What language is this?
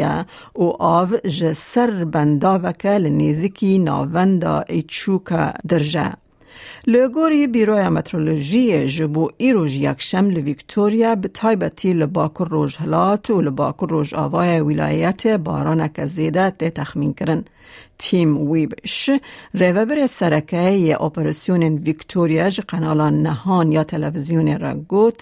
Kurdish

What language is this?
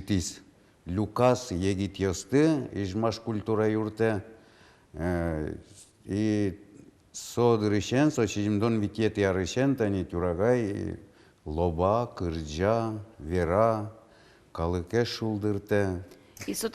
Udmurt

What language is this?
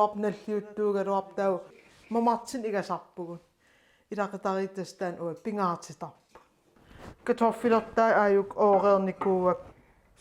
Kalaallisut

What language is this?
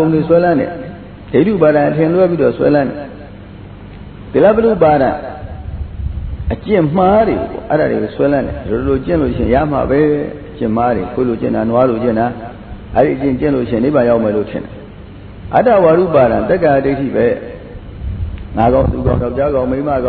Burmese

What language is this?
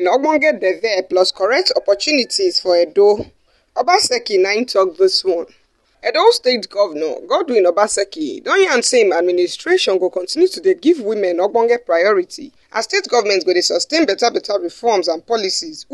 Nigerian Pidgin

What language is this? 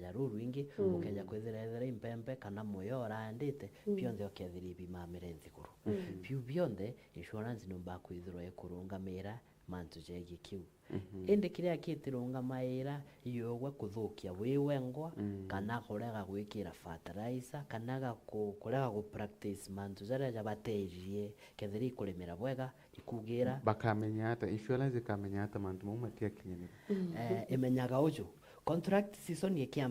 Meru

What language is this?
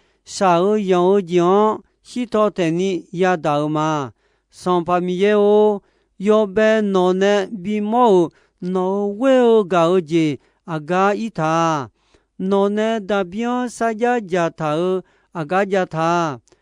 Akha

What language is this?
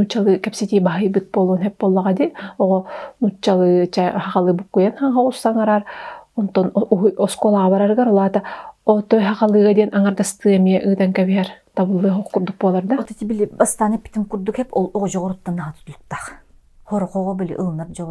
Yakut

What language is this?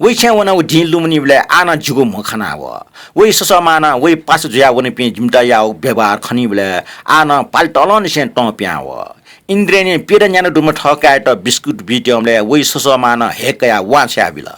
Newari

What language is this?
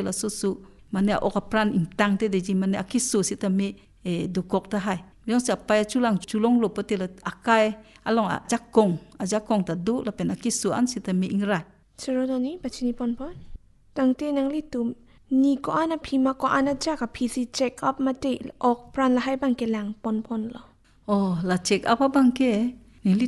Karbi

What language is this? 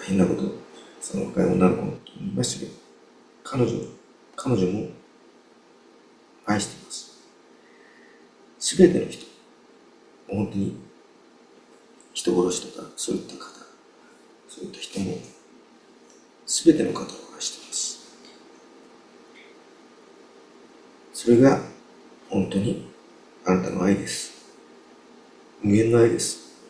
Japanese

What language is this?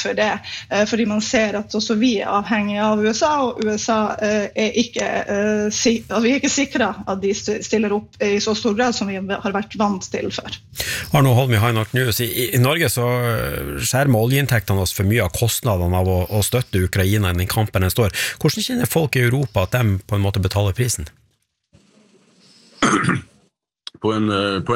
Norwegian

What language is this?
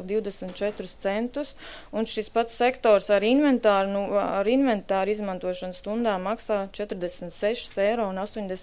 Latvian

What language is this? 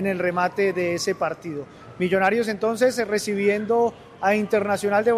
Spanish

